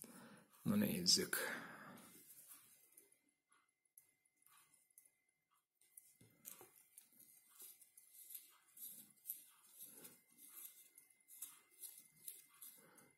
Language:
Hungarian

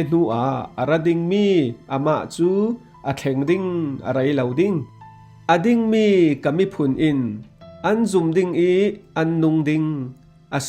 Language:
Falam Chin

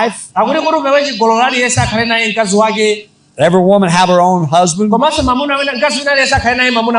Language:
Nyanja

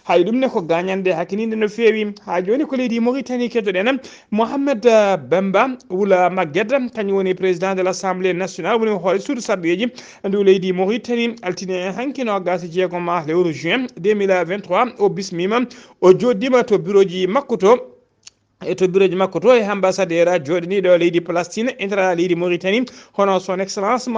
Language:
Fula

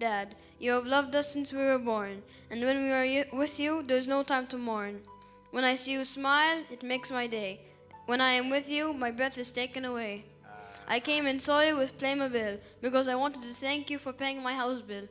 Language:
English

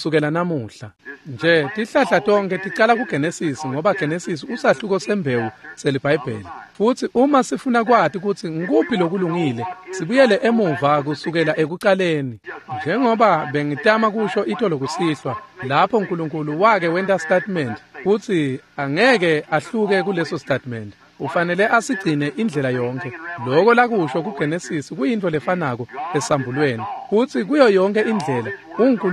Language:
Swati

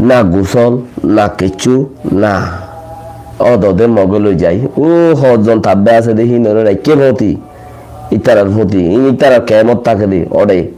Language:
Rohingya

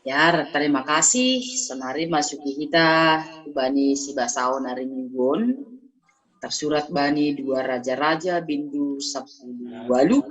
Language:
Batak Simalungun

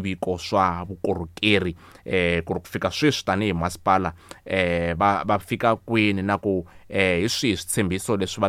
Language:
Tsonga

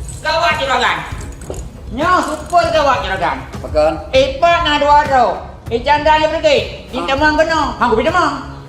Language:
Achinese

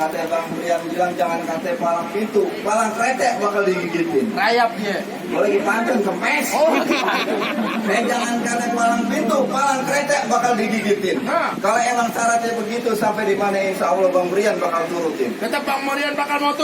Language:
Betawi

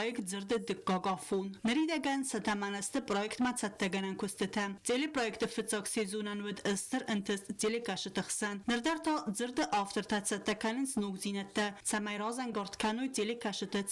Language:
Ossetic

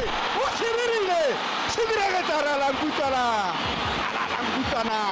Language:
Tswana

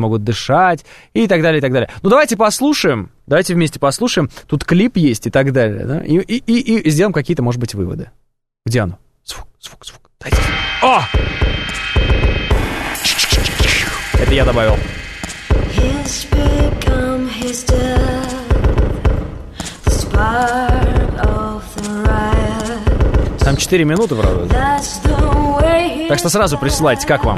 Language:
Russian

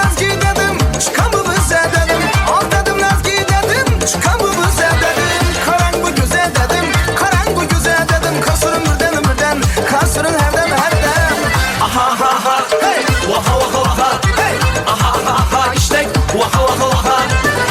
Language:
Kara-Kalpak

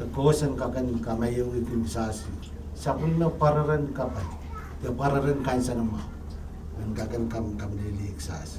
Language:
Pohnpeian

